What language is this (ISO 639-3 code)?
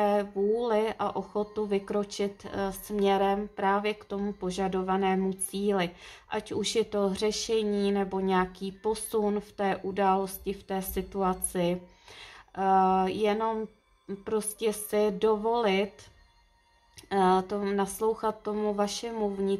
ces